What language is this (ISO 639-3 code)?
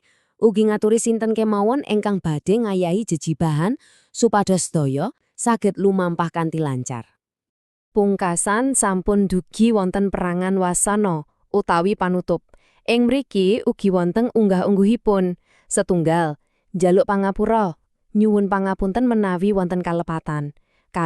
jav